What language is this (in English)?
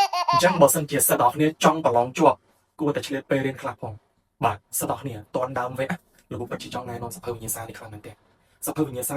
Khmer